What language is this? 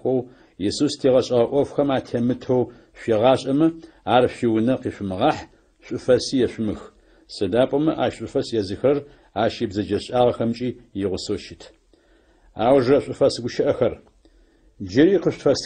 Adyghe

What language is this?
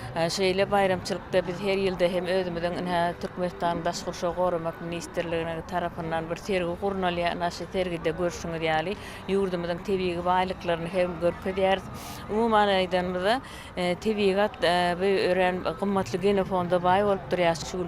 Turkmen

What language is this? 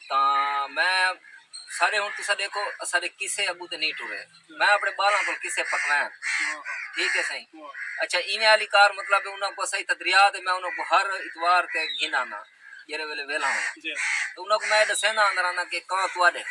Saraiki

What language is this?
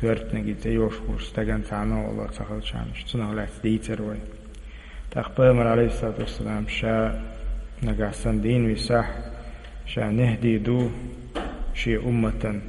Chechen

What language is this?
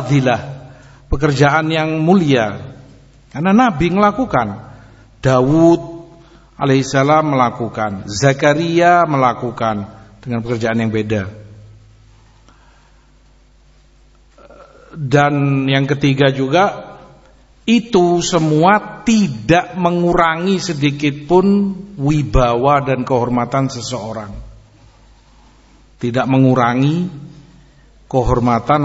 Indonesian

